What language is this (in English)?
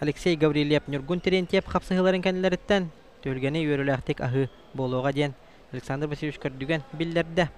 Yakut